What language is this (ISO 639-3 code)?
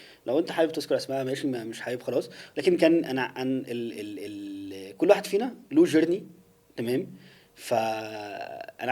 arz